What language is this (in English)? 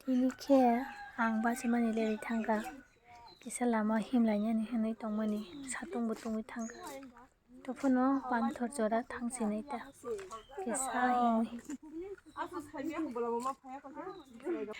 Kok Borok